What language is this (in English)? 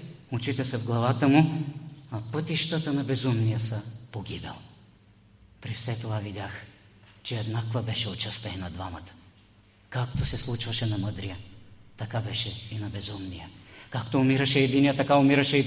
Bulgarian